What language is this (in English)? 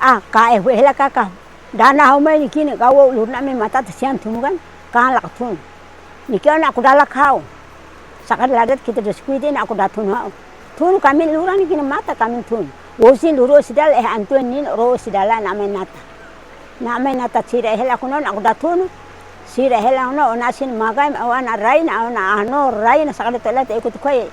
Tetum